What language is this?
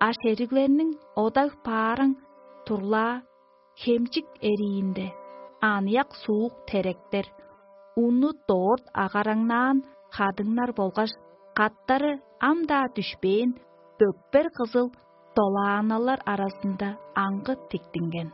Tuvinian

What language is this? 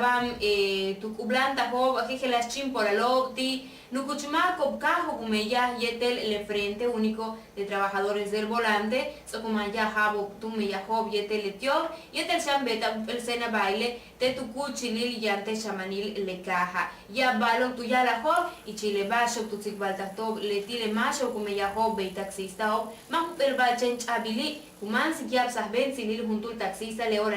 Yucateco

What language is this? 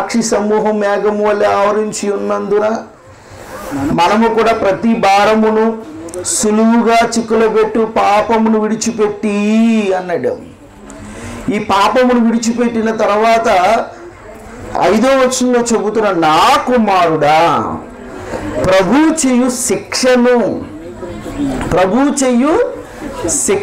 Telugu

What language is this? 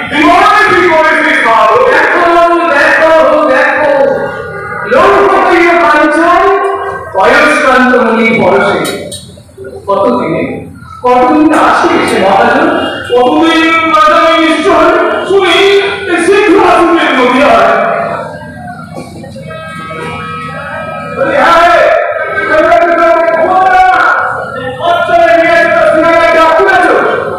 Bangla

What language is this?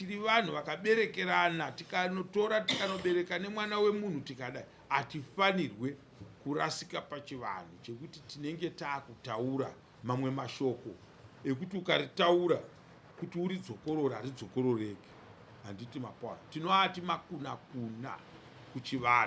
Shona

